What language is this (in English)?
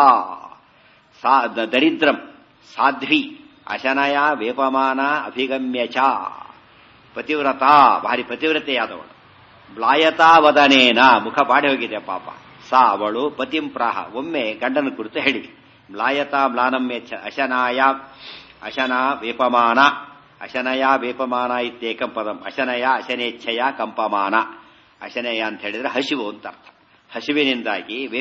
Kannada